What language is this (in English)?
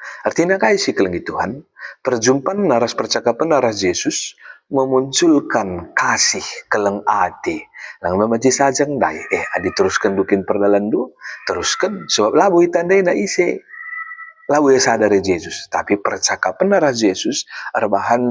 Batak Karo